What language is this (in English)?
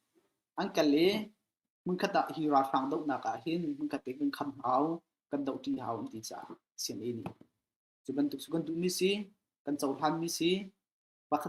Hakha Chin